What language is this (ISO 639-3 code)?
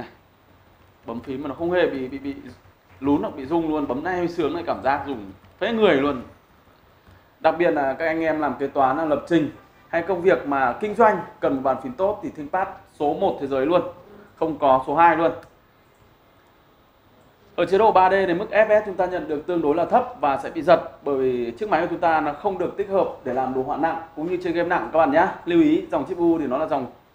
vie